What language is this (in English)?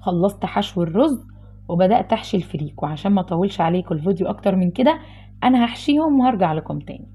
Egyptian Arabic